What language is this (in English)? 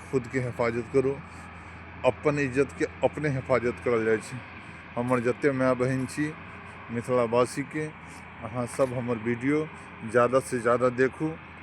Maithili